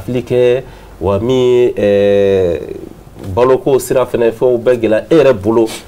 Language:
Bambara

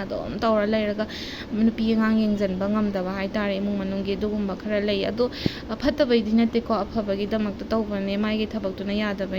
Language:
Manipuri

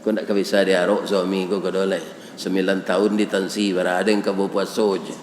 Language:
Minangkabau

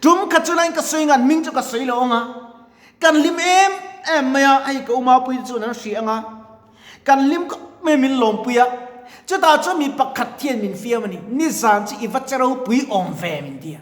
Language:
Mizo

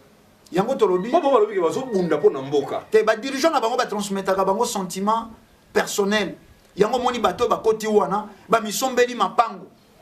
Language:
Lingala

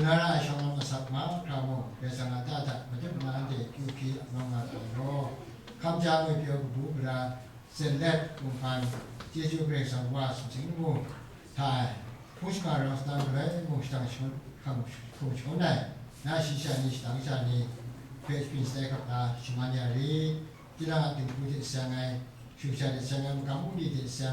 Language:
Kachin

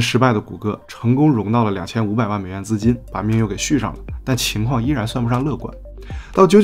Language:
Chinese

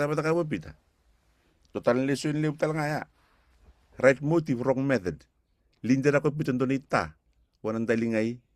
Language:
Fijian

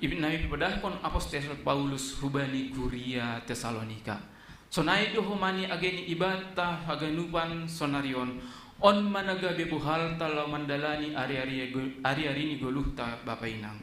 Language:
Batak Simalungun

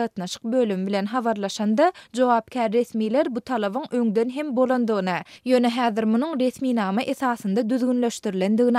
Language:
Turkmen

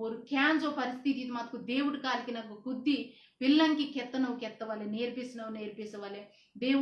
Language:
Koya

